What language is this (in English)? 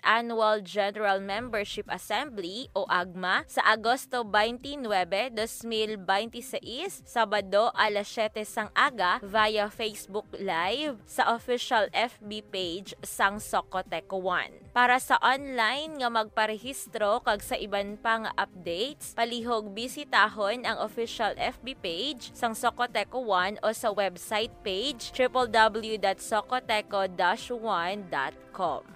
Hiligaynon